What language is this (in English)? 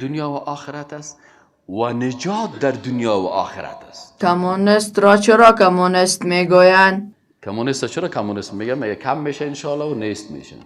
Persian